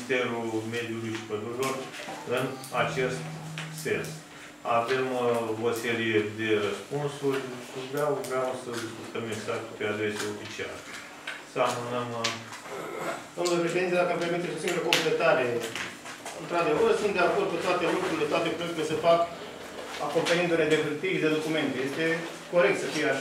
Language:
Romanian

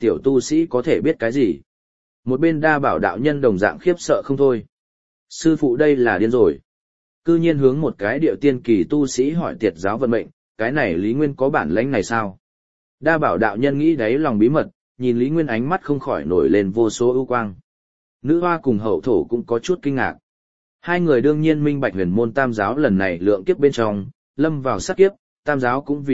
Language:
Vietnamese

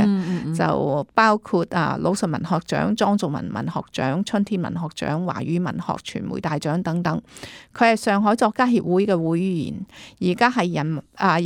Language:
Cantonese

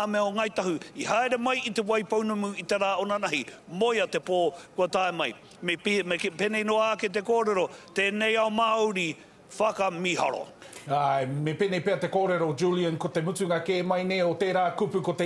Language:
Māori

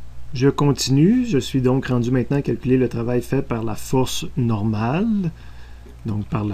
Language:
French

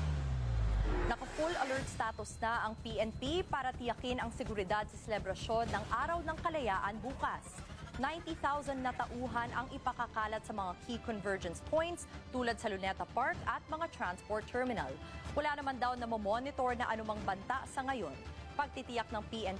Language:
Filipino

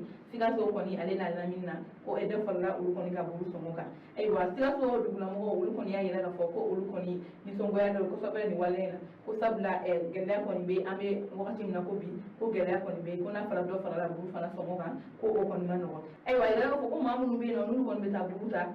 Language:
Bambara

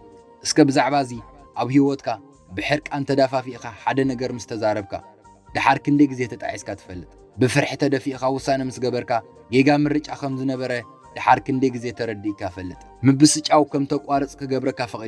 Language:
Tigrinya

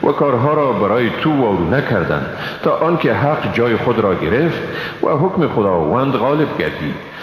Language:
Persian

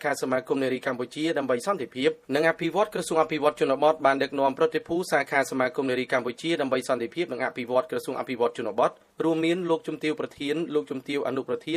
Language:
Khmer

